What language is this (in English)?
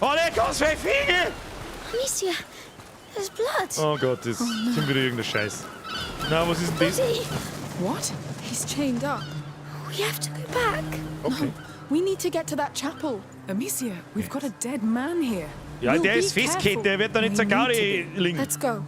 Bavarian